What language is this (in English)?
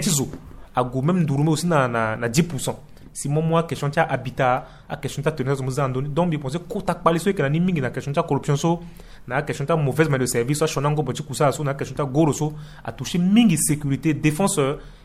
Sango